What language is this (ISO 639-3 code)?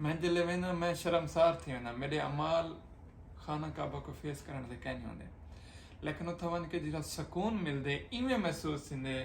skr